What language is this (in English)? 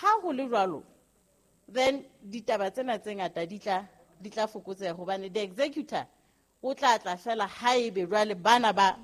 Southern Sotho